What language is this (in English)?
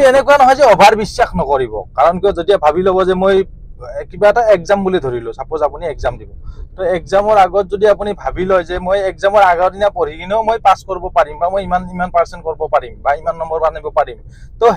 Assamese